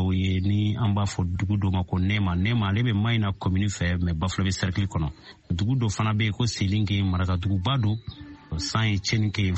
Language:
Bambara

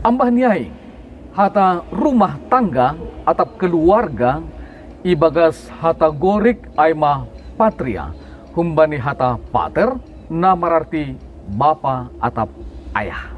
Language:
Batak Simalungun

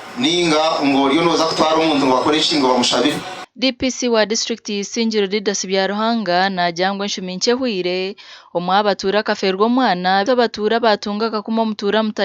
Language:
Nyankole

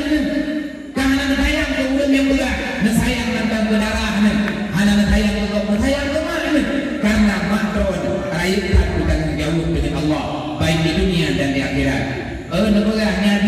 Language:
Achinese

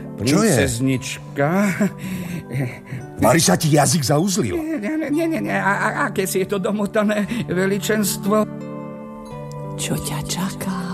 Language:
Slovak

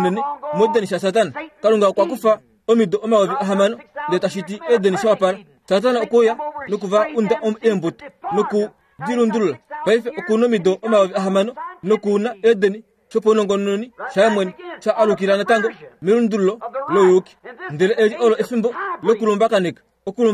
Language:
Kuanyama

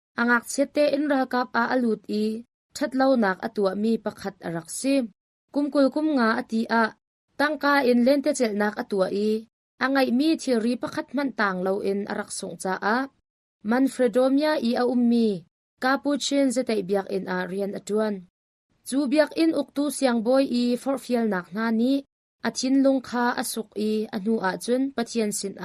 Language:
Hakha Chin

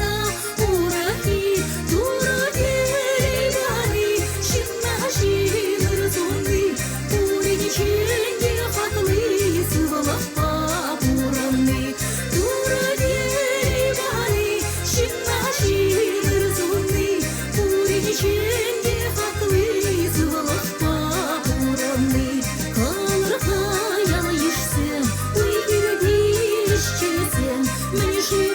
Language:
Chuvash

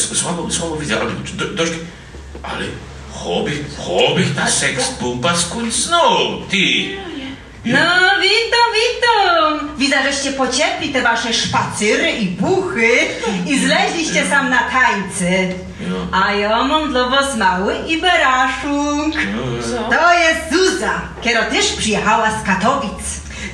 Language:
Silesian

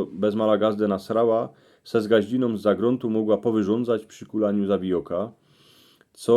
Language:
Silesian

